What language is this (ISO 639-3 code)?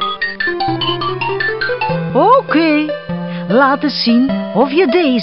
nld